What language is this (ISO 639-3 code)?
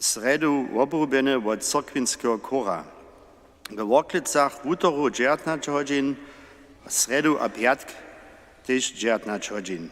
hsb